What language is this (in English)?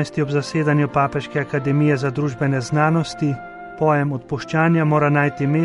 Slovenian